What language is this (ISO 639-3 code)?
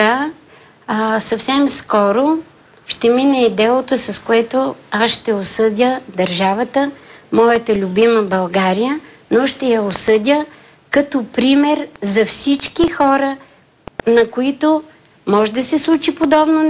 bul